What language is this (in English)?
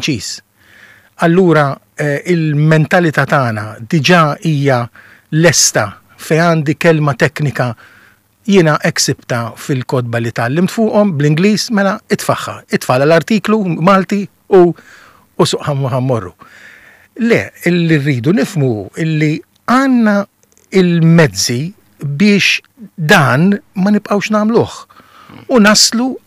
Maltese